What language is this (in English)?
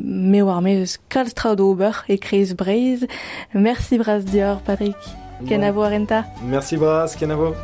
Breton